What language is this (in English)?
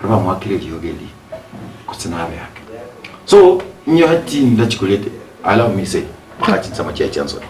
Gusii